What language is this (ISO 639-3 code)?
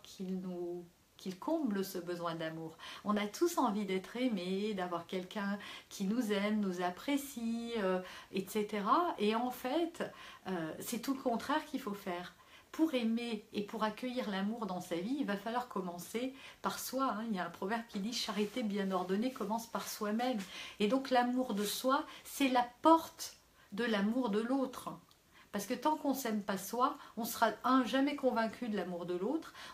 fra